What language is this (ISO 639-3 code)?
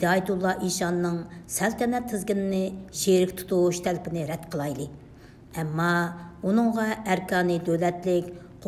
uig